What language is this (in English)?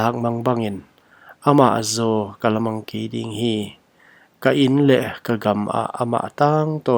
Paite Chin